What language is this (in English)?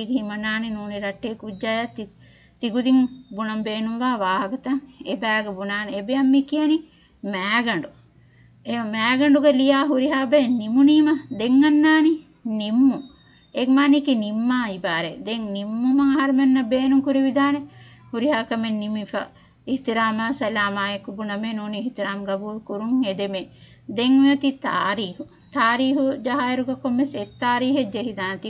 Divehi